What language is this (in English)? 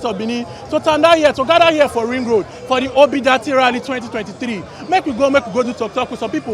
Nigerian Pidgin